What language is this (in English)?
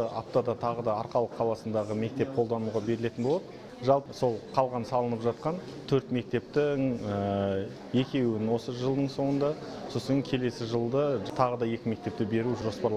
Kazakh